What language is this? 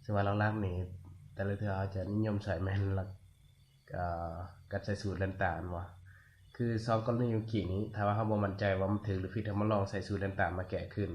Lao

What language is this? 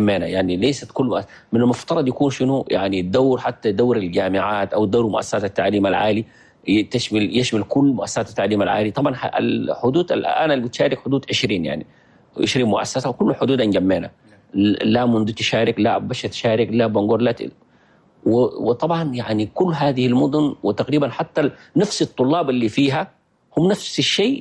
Chadian Arabic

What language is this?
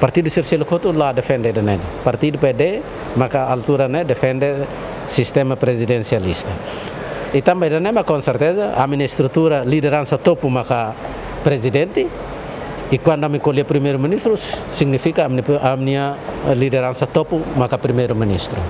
Tetum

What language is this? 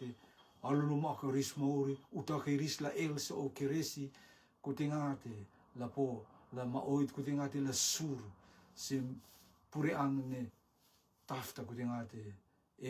Rotuman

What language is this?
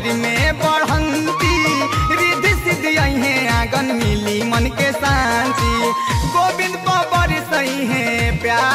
Bhojpuri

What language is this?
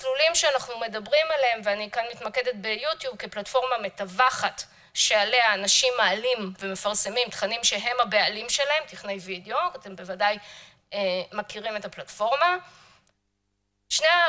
Hebrew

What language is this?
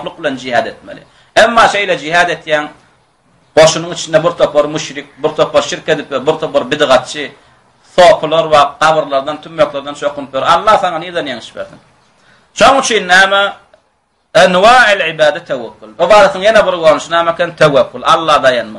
Turkmen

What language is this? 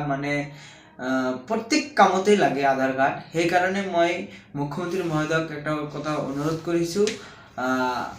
Assamese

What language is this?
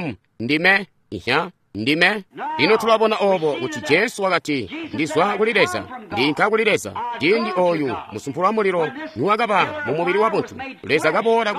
Tonga (Zambia)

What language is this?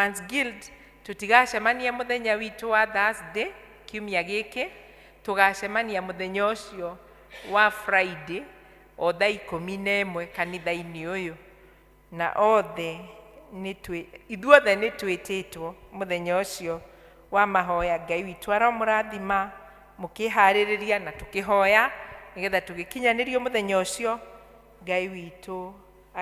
Kikuyu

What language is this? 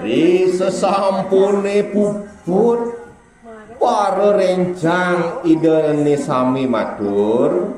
Balinese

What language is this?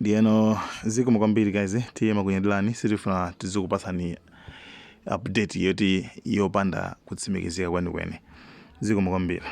Nyanja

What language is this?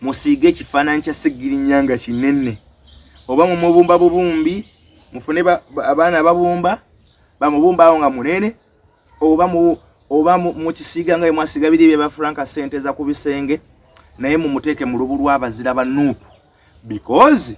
Ganda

